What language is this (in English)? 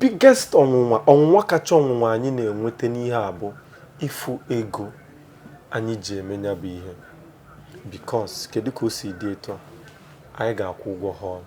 Igbo